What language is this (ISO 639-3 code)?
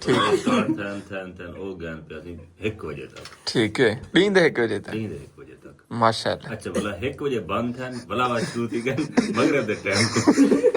skr